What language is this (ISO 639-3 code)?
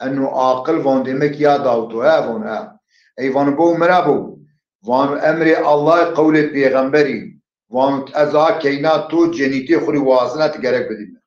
zza